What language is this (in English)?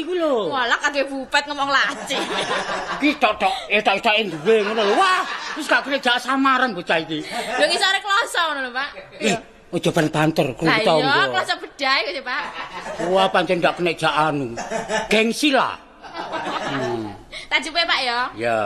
Javanese